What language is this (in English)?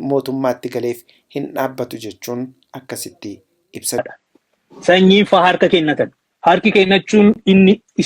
Oromo